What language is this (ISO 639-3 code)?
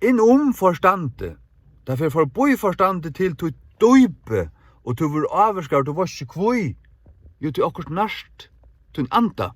fao